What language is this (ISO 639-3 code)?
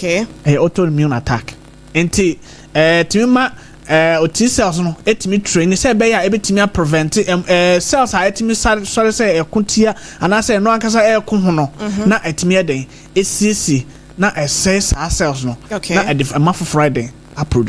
aka